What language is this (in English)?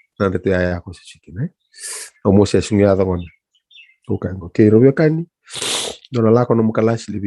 Fijian